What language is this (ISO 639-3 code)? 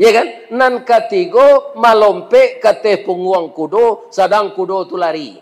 min